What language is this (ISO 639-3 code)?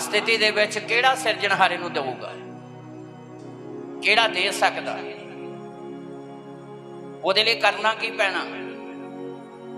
pan